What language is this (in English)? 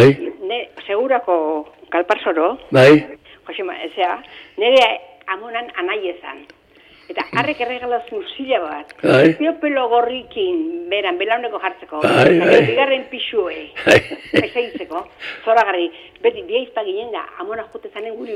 Basque